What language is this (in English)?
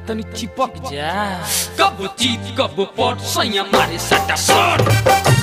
Bhojpuri